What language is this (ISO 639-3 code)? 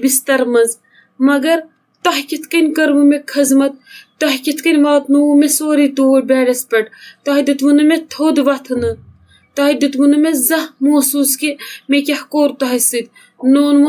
kas